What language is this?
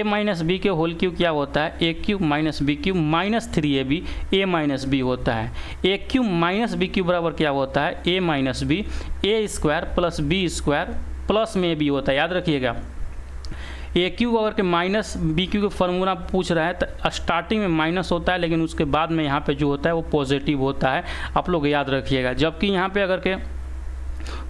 Hindi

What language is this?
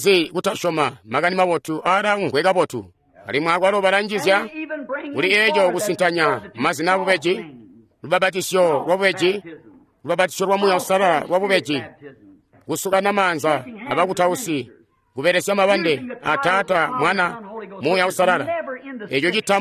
Tonga (Zambia)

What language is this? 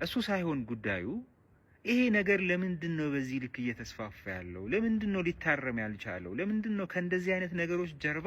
Amharic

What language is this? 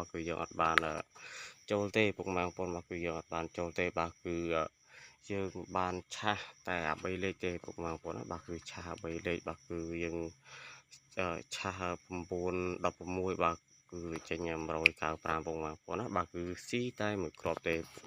Khmer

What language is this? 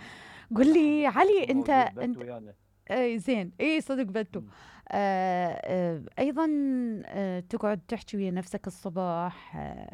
Mesopotamian Arabic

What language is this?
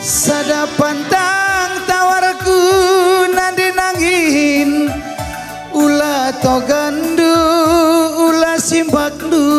Batak Karo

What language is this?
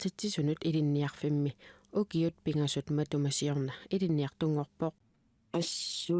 Kalaallisut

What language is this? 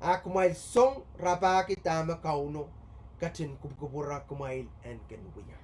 Pohnpeian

